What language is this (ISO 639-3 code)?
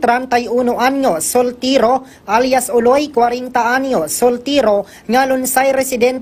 hil